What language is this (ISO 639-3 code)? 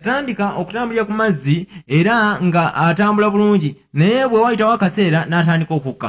lug